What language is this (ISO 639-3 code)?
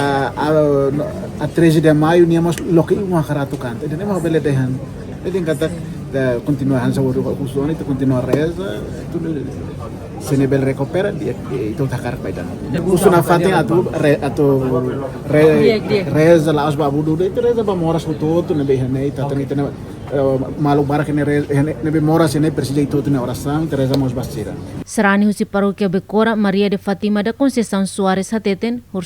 tet